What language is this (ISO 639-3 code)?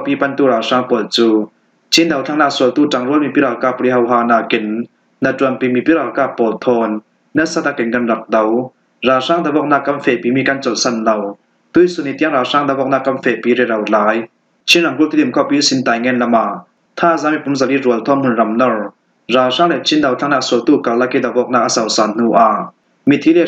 cfm